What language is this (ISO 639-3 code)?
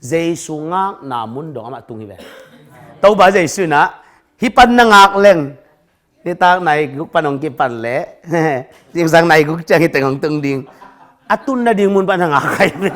ctd